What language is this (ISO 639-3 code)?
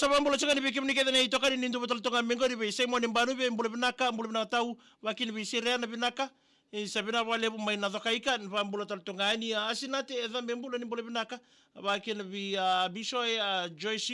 fij